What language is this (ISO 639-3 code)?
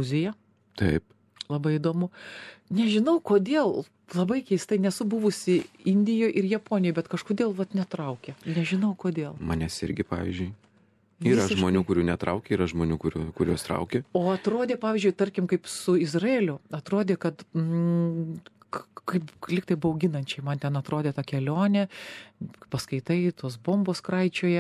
lit